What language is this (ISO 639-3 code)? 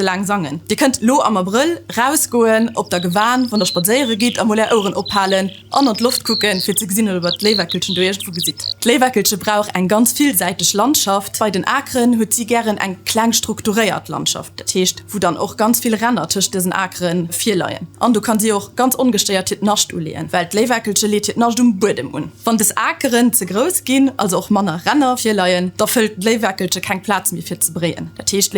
ltz